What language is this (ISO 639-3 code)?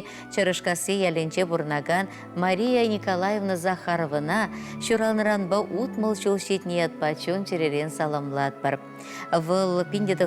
chv